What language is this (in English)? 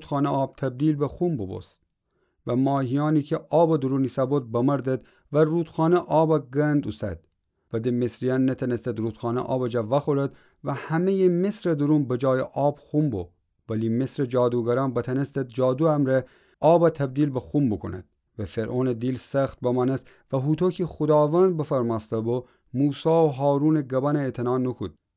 Gilaki